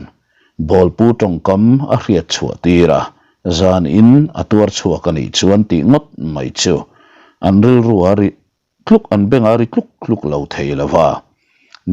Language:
Mizo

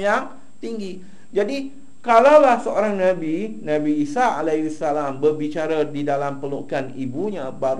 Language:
Malay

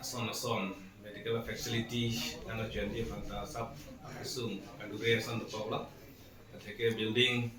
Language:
Karbi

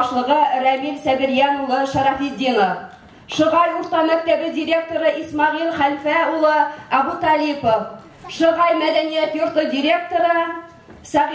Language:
Bashkir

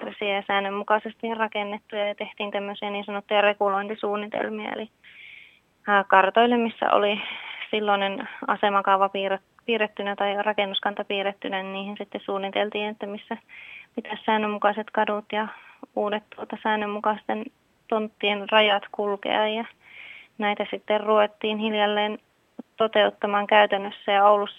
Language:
Finnish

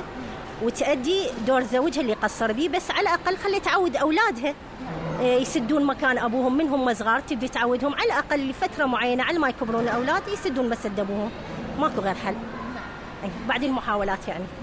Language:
Mesopotamian Arabic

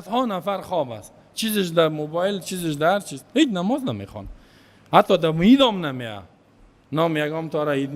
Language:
Persian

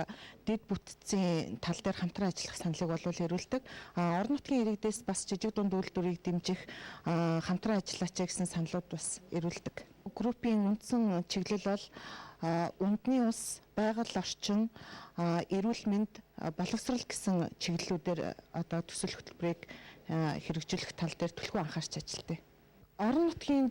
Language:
Mongolian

